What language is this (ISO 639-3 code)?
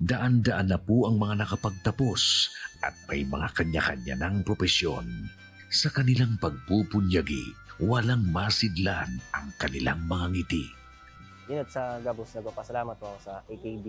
bik